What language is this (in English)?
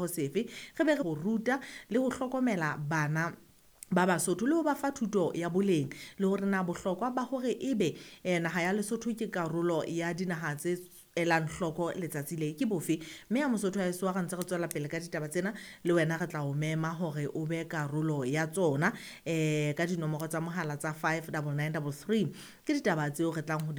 Southern Sotho